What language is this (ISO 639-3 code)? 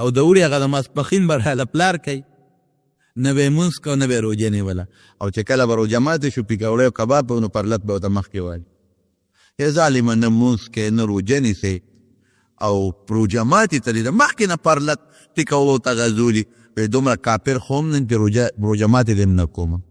pus